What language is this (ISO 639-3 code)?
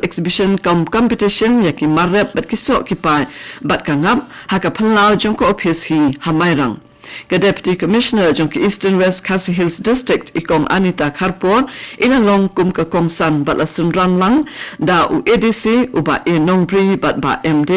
kha